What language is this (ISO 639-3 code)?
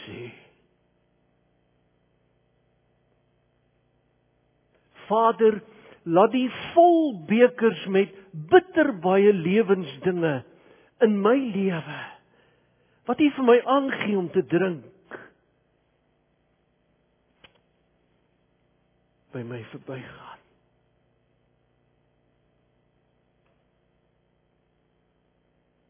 afr